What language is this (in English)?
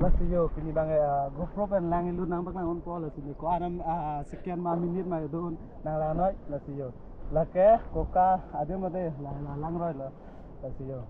Karbi